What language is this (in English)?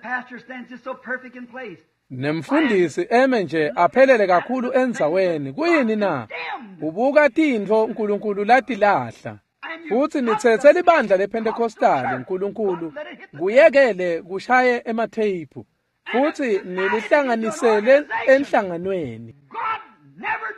Swati